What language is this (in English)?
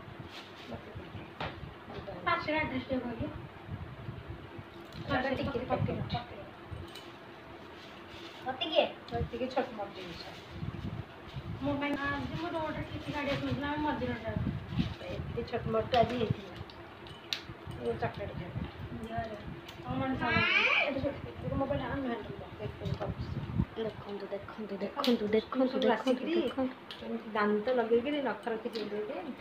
Odia